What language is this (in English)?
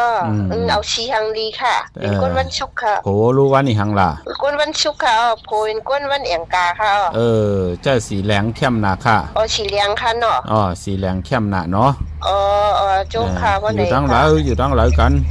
Shan